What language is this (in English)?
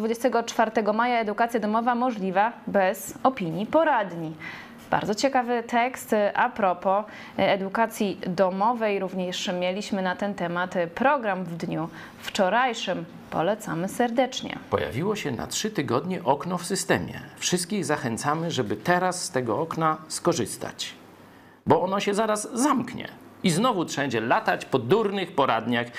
Polish